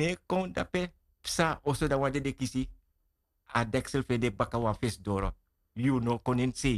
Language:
Sranan Tongo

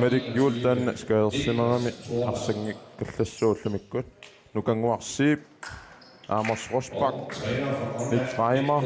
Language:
Kalaallisut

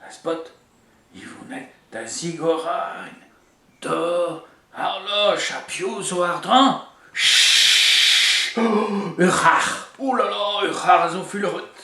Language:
Breton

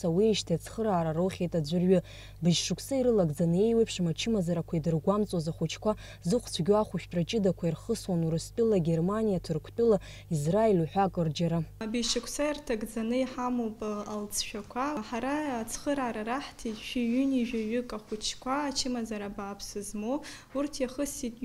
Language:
Abkhazian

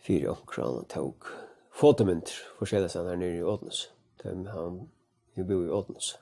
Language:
Faroese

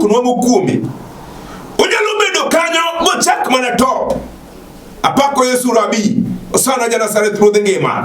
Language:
Luo (Kenya and Tanzania)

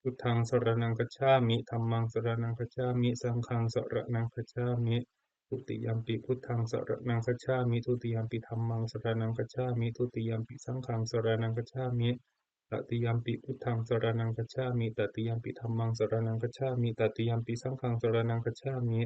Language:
Pali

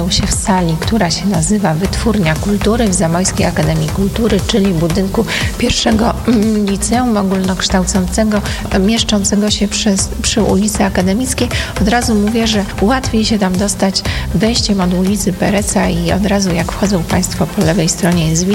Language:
Polish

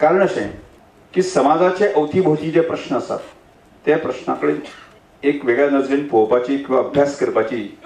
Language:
Konkani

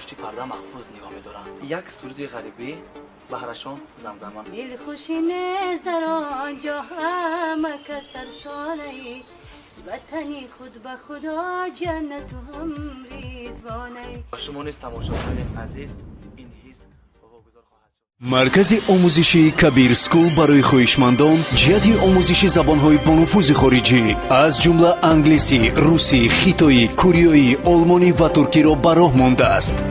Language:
Tajik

